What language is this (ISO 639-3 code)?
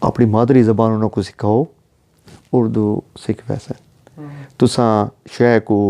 skr